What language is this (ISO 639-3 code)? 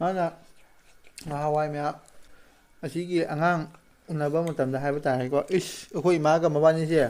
mni